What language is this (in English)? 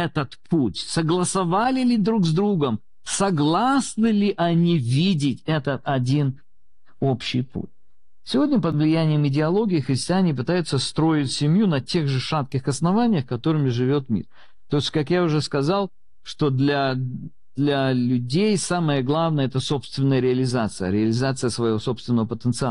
Russian